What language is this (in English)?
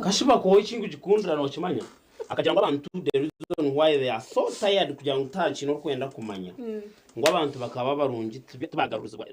Nyankole